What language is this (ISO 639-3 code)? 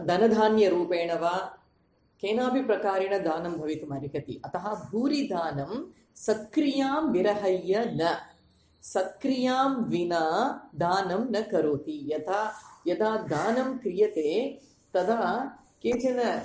san